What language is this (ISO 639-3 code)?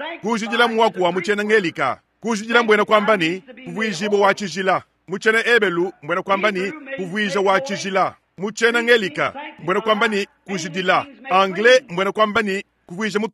lua